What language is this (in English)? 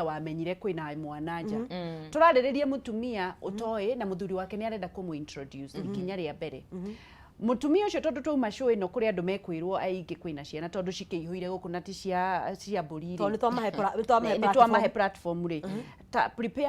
Kikuyu